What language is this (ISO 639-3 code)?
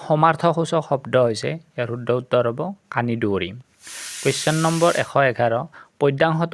asm